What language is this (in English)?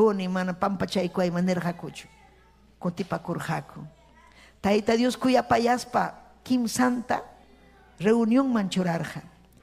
Ayacucho Quechua